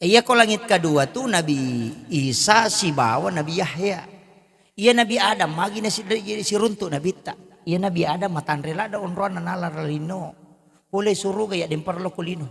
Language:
Buginese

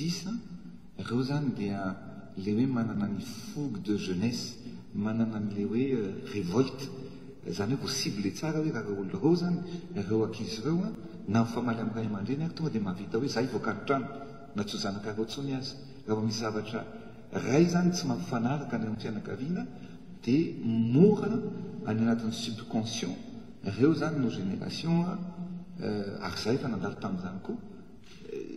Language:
Malagasy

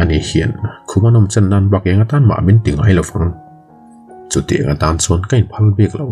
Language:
Mizo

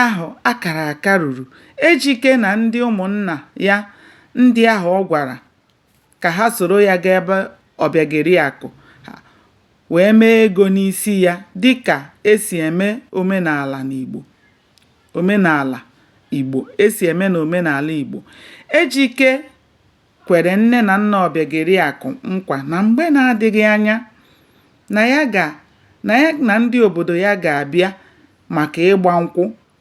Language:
Igbo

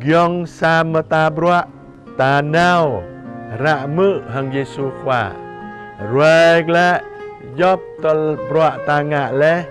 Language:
Jarai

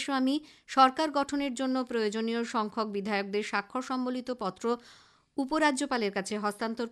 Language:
Bangla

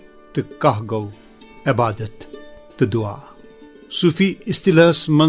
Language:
Kashmiri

